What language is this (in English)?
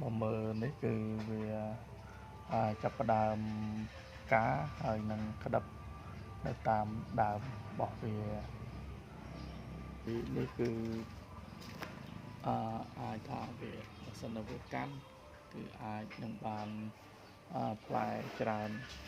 Khmer